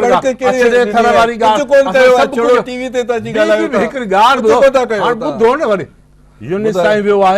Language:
Sindhi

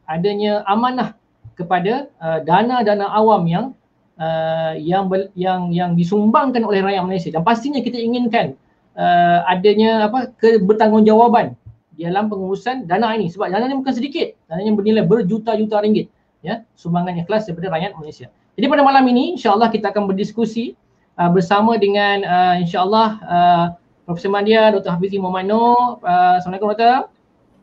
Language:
Malay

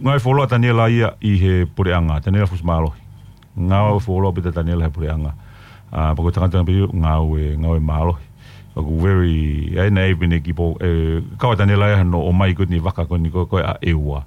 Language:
Tongan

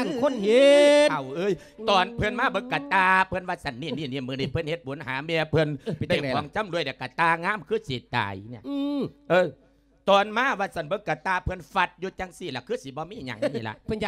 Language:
Lao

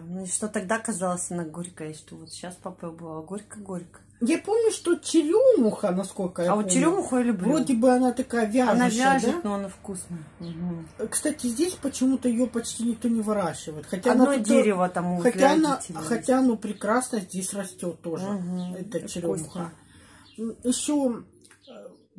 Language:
Russian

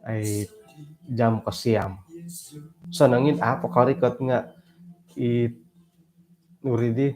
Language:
Central Dusun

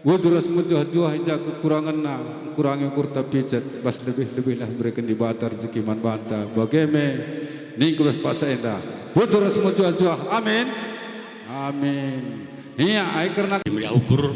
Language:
Batak Karo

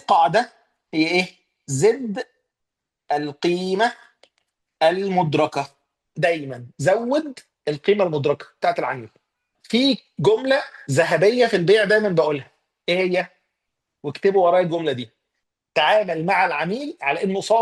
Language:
Egyptian Arabic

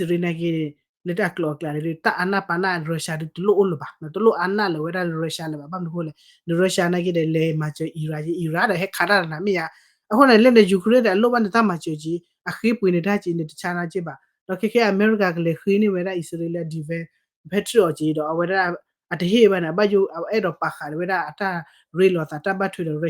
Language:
S'gaw Karen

